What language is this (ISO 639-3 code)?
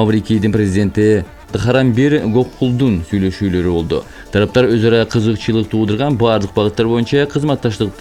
kir